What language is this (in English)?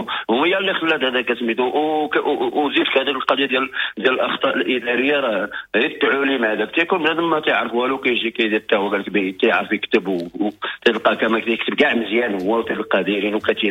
Moroccan Arabic